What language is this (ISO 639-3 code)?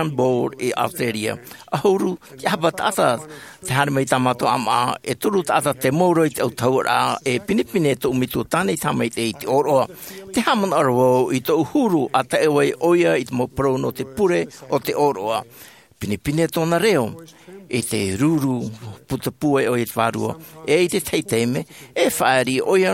tah